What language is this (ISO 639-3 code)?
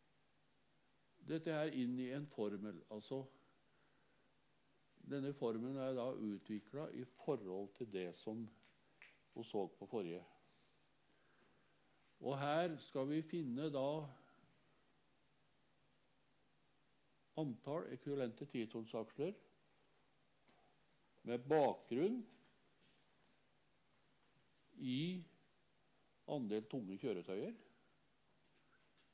nor